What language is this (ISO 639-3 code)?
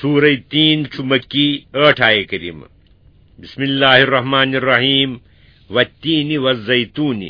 kas